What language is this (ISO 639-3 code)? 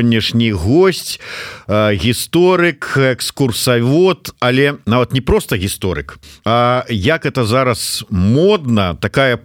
bel